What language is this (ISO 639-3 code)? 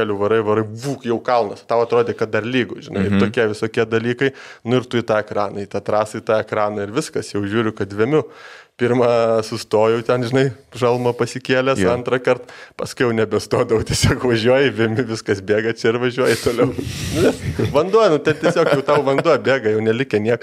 lit